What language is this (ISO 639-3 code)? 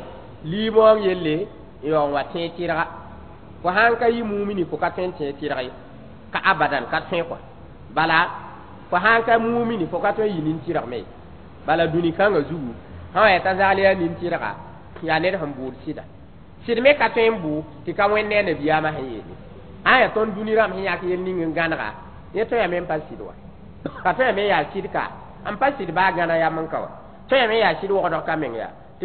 mos